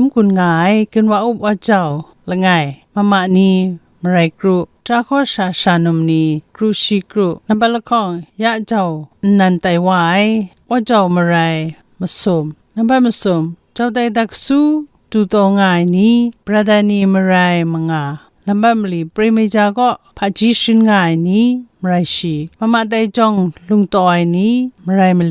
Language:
Kachin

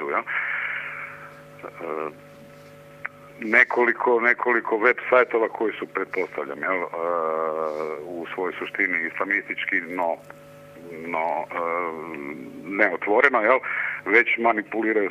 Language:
Serbian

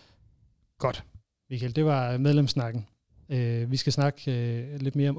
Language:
Danish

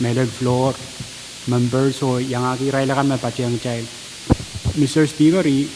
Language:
Pohnpeian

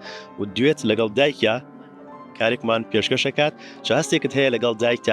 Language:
Central Kurdish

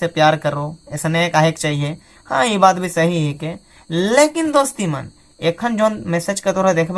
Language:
Sadri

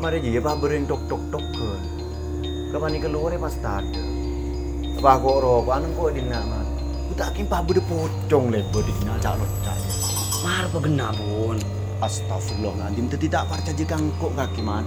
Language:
Madurese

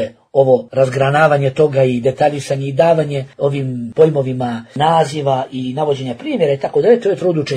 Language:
Bosnian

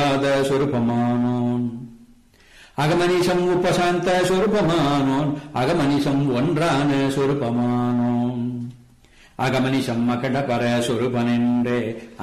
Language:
Tamil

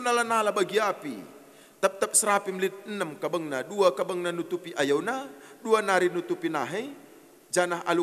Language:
Batak Karo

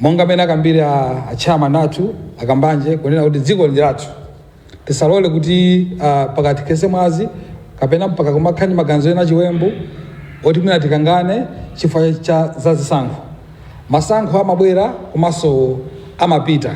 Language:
Nyanja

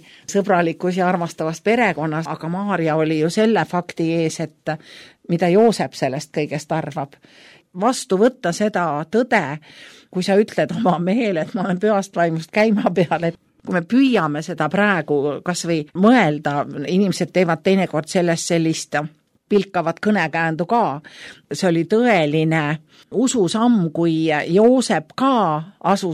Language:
Estonian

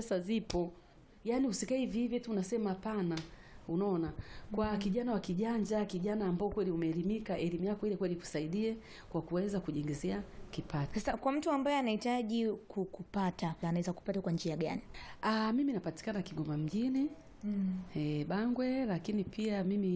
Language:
Swahili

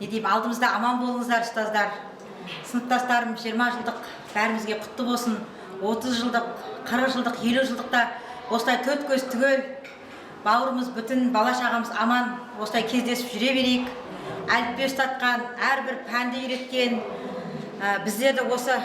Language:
Kara-Kalpak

